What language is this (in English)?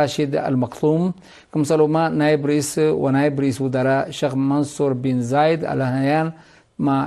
Tigre